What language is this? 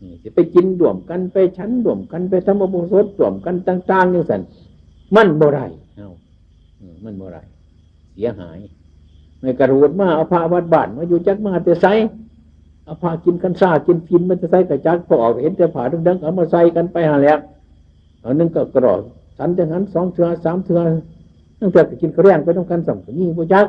Northeastern Thai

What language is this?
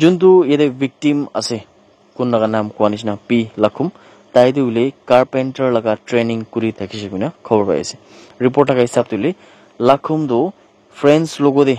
Naga Pidgin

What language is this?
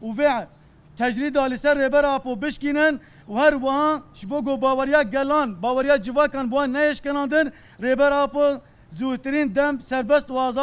Kurdish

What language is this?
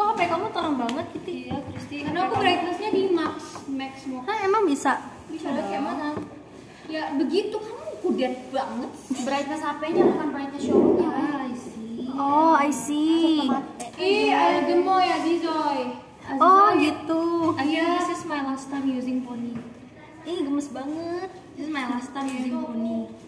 Indonesian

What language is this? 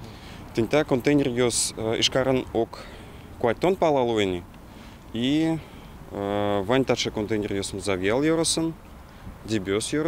Udmurt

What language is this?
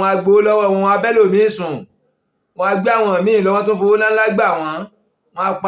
Yoruba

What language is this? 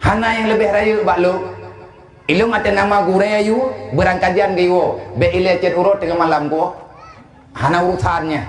Achinese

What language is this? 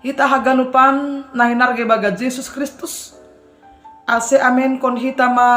Batak Simalungun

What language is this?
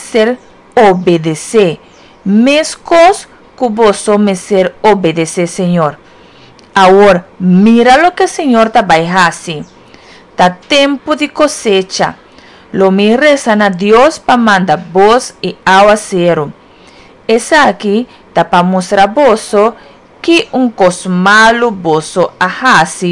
Papiamento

